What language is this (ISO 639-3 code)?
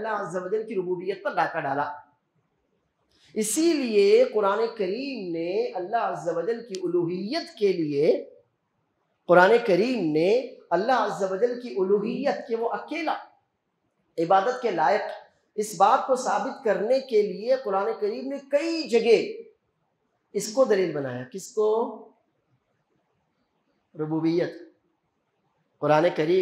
urd